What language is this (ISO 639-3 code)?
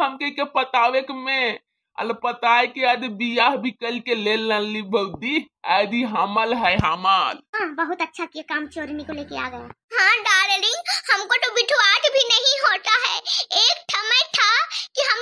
bho